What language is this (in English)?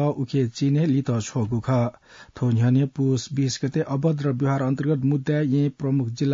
Newari